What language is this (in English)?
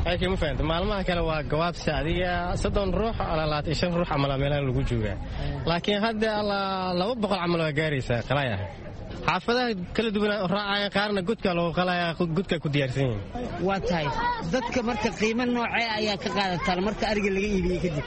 Somali